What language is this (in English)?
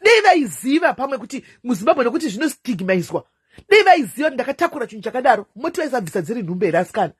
Shona